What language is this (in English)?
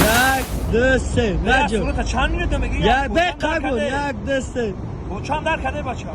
Tajik